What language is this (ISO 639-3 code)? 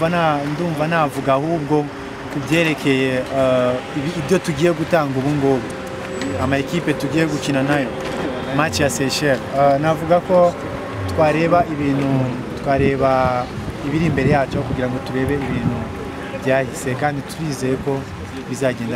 kin